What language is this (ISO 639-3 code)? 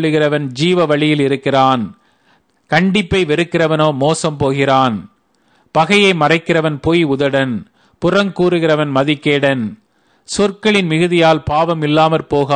tam